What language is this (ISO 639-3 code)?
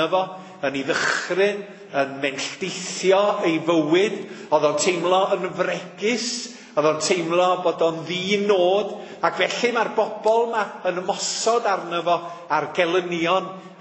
cym